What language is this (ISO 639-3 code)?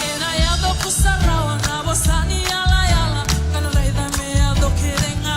fij